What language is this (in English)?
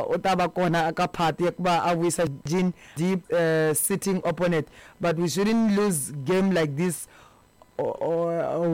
Tsonga